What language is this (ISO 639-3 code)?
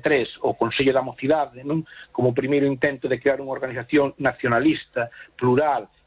glg